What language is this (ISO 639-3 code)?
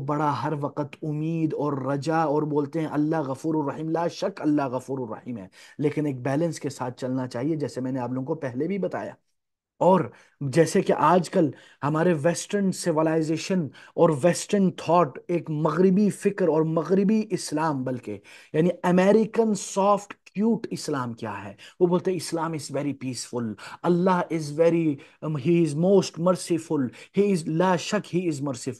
urd